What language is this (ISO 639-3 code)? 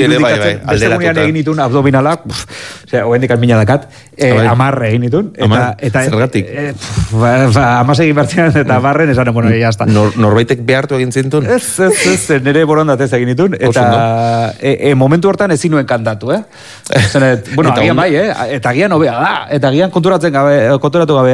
eus